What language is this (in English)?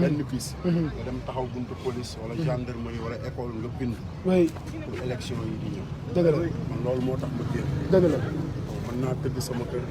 Wolof